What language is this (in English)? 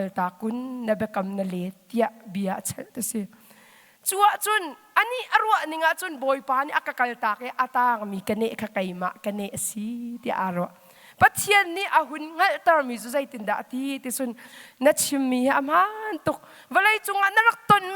Hakha Chin